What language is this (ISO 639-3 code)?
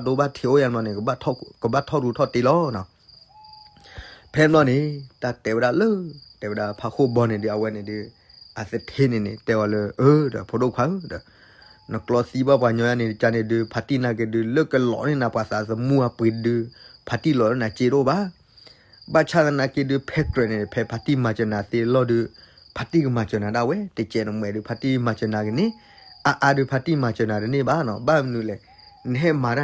ksw